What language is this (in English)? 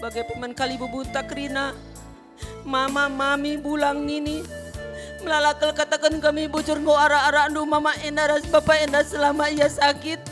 Batak Karo